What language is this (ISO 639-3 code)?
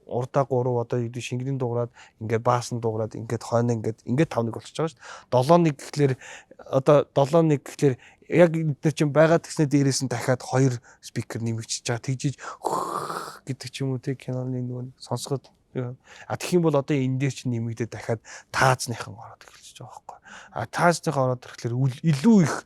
mon